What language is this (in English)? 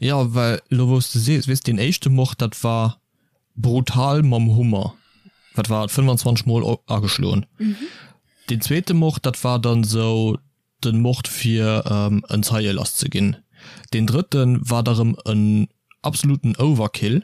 Luxembourgish